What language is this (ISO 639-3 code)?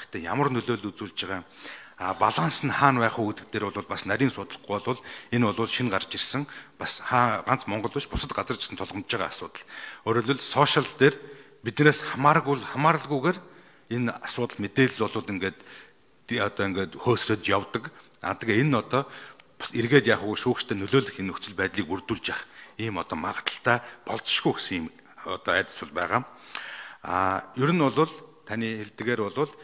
mon